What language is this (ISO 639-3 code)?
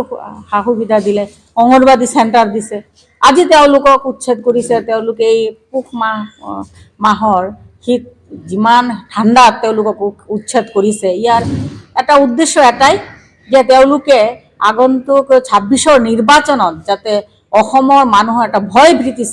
asm